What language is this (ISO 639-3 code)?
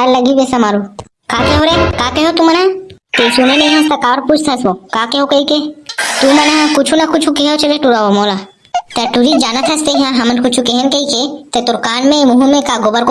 hne